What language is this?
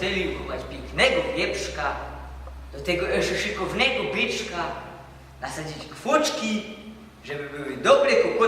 Silesian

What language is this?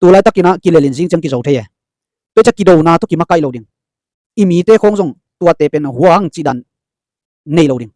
Tedim Chin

